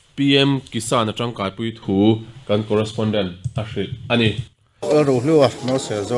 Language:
Mizo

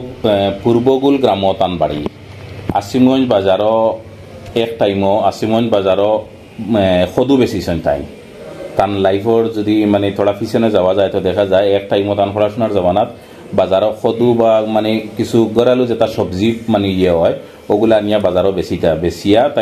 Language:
Sylheti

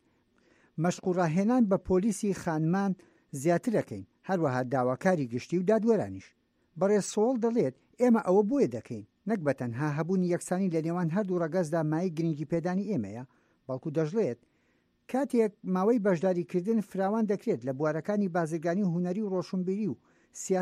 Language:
Central Kurdish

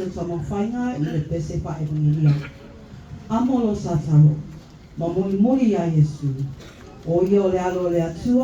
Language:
Samoan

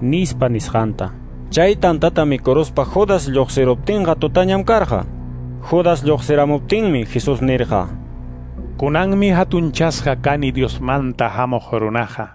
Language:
Quechua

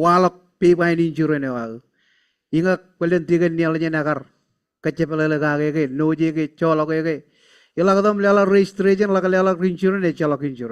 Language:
Marshallese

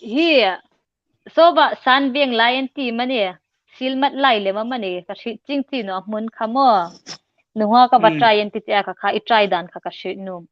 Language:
Hmar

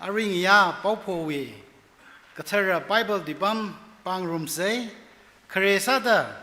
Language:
Tangkhul Naga (India)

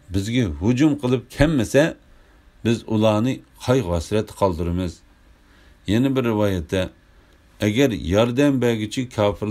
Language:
Uyghur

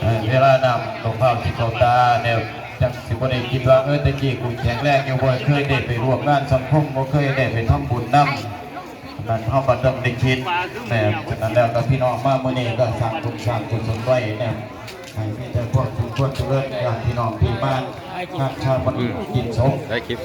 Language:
Northeastern Thai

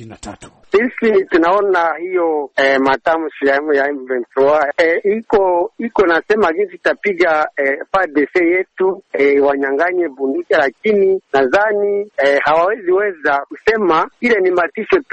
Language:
Swahili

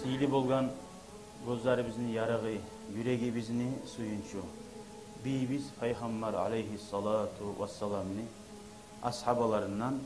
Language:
Kumyk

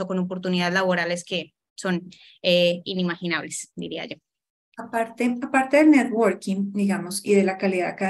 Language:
Spanish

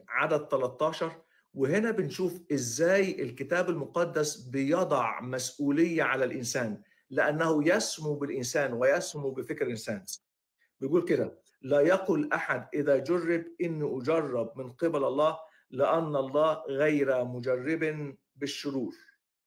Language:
Egyptian Arabic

